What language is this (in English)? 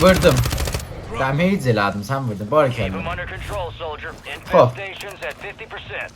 South Azerbaijani